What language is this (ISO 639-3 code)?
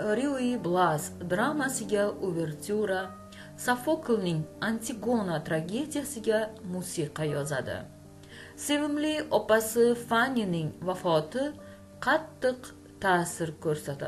uzb